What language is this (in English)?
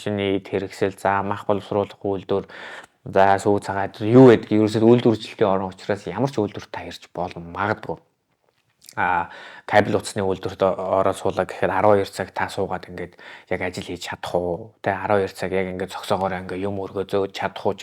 Mongolian